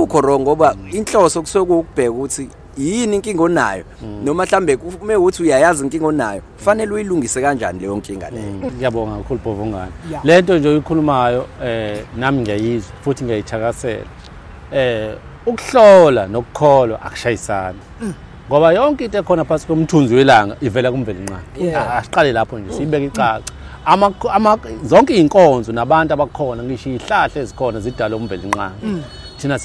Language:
Zulu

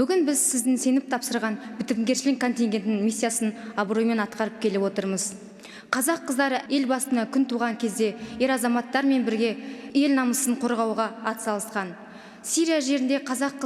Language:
Kazakh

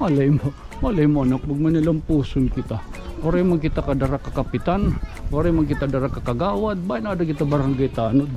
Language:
Waray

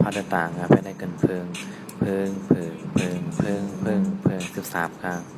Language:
Shan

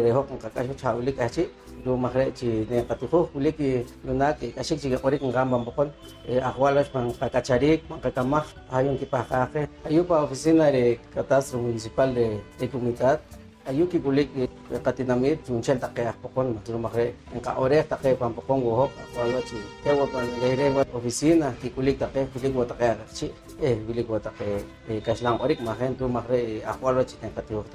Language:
Poqomchi'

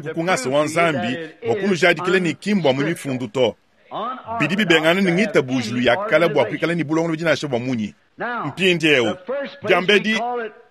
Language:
Luba-Lulua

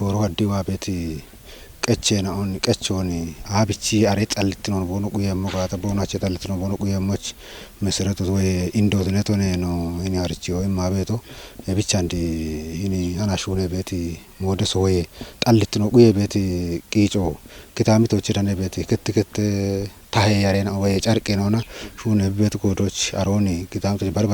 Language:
Kafa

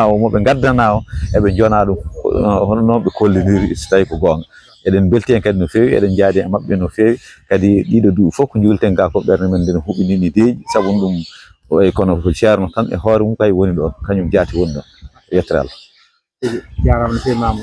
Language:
Fula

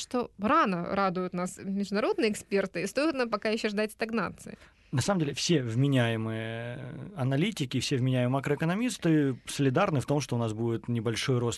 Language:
Russian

